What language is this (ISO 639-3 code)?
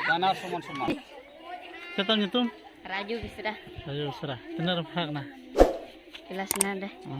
sat